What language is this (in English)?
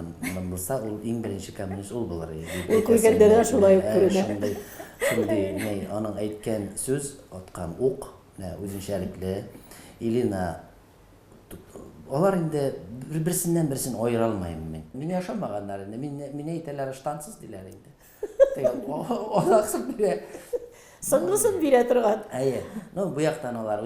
Tatar